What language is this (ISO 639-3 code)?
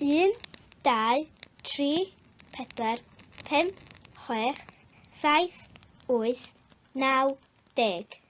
cym